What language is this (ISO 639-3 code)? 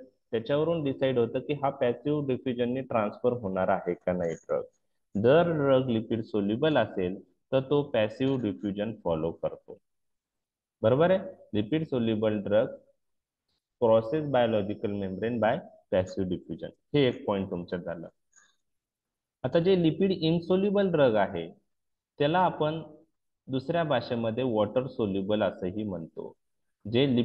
mar